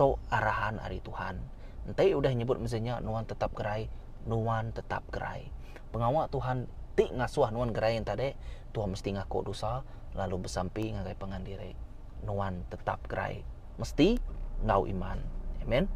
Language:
Iban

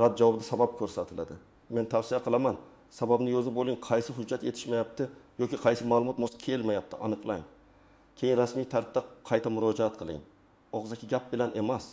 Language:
Uzbek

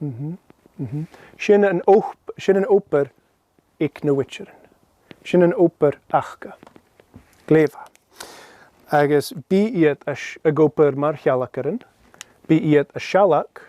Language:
Scottish Gaelic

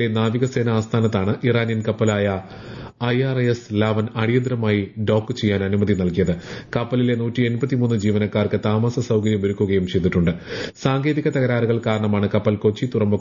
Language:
Malayalam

